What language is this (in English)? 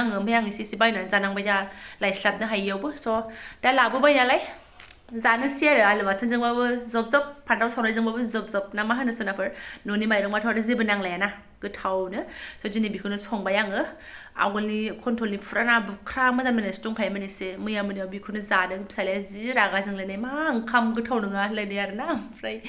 Bodo